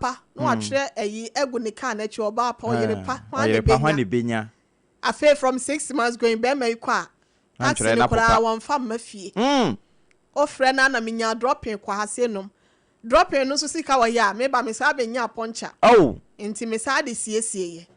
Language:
Akan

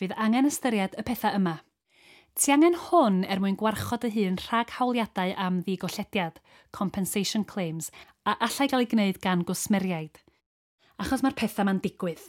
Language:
Welsh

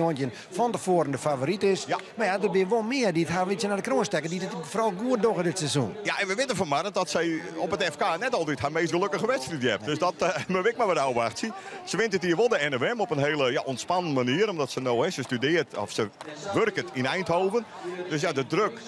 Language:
Western Frisian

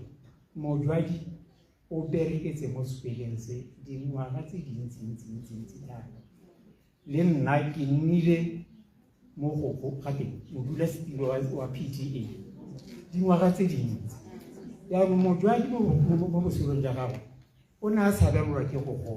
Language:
Tswana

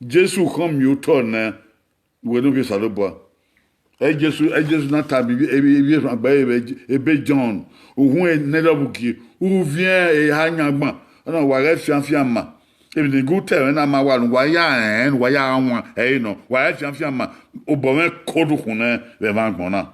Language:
Bini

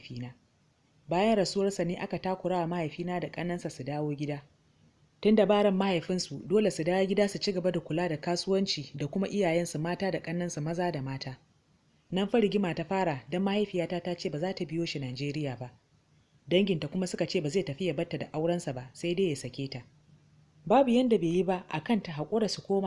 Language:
Hausa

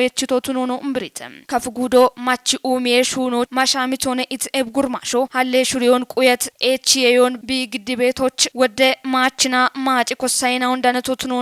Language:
Kafa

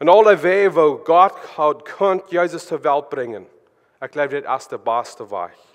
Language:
Plautdietsch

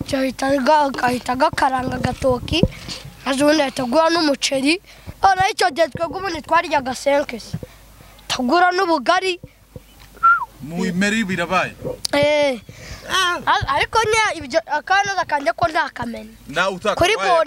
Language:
Kinyarwanda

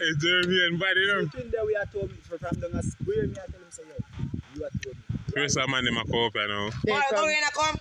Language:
Jamaican Creole English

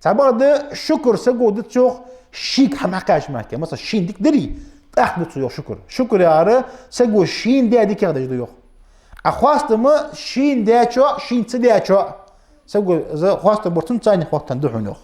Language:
Ingush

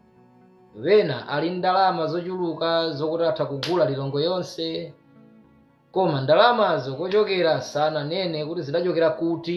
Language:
Nyanja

